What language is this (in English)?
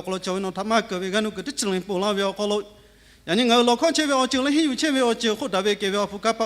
Lahu